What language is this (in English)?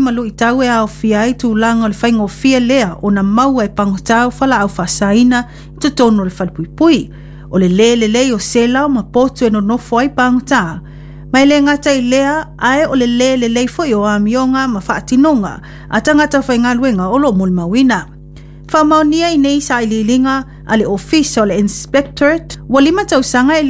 Samoan